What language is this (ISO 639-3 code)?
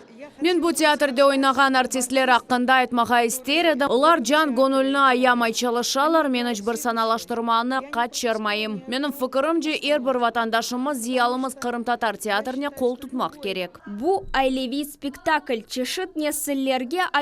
crh